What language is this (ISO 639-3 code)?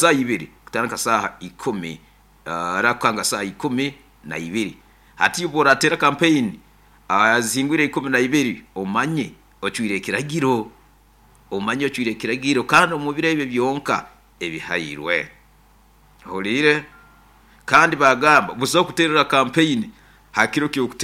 nyo